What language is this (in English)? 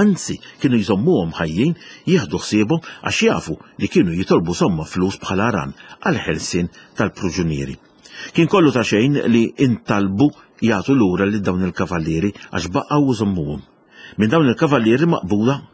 Maltese